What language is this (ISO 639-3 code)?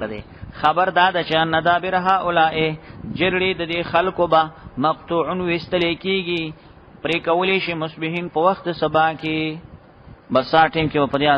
pus